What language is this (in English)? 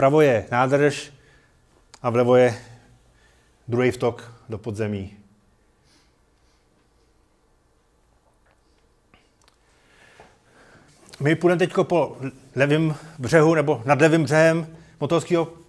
Czech